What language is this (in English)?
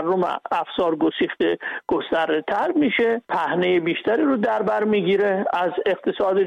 Persian